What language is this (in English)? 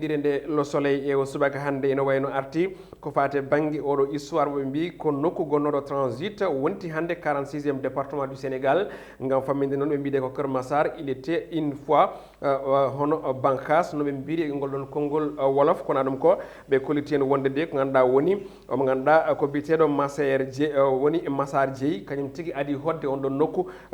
Fula